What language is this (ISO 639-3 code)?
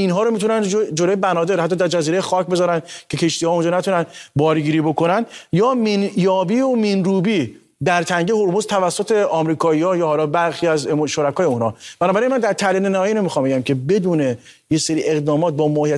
fas